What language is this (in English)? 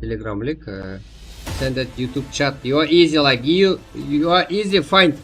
Kara-Kalpak